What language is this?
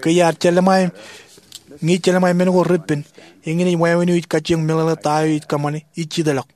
Marshallese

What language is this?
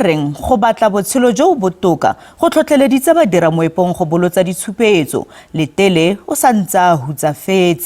Tswana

